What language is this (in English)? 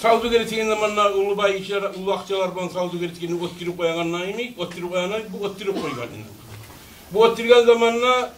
Kumyk